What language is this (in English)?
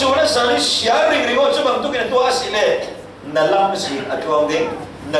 Falam Chin